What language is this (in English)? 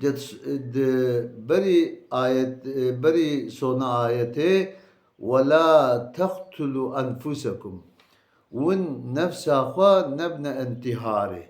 Kurdish